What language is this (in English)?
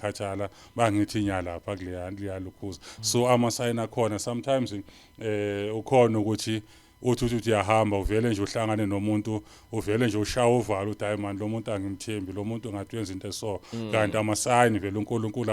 Zulu